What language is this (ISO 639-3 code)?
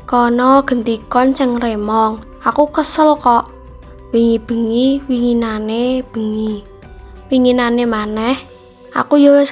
jav